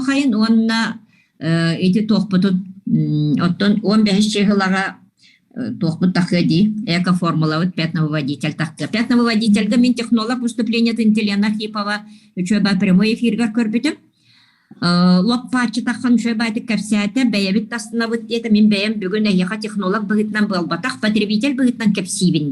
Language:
Yakut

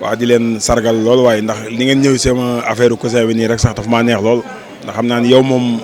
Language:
Wolof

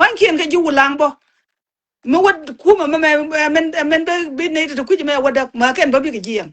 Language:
Nuer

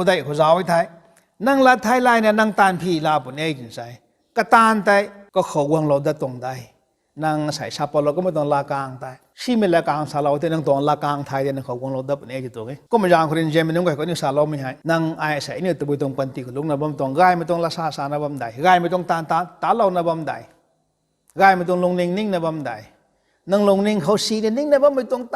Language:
Rongmei Naga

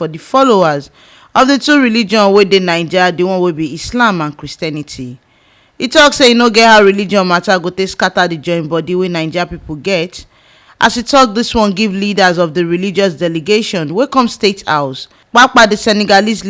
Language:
Nigerian Pidgin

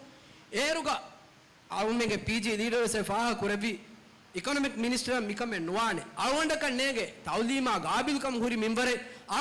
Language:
Divehi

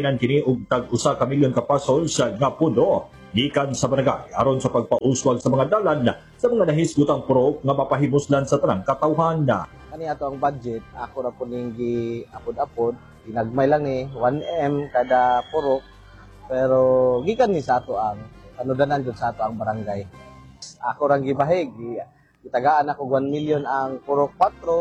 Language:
Cebuano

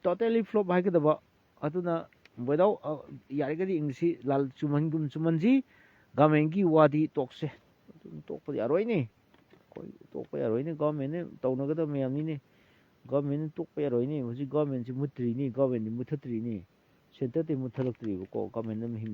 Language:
Manipuri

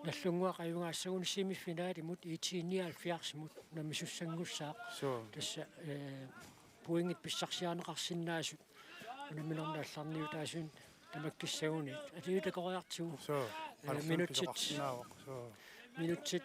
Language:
Kalaallisut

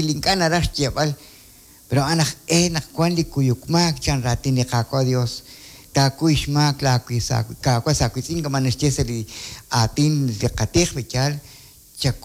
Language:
Kekchí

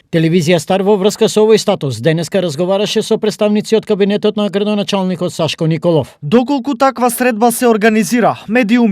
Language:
Macedonian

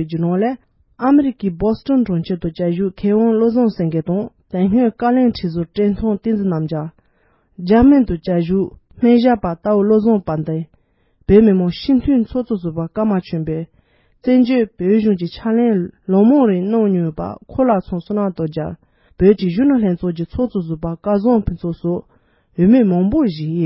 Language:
Tibetan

